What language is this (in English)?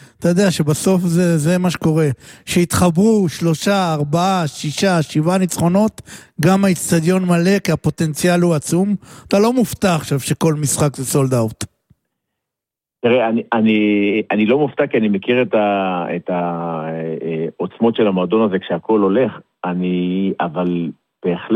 Hebrew